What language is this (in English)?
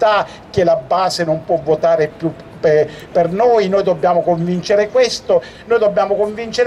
Italian